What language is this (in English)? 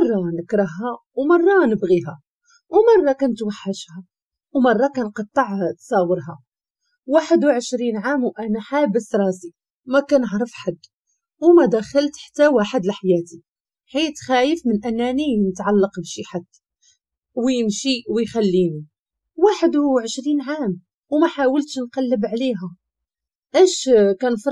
Moroccan Arabic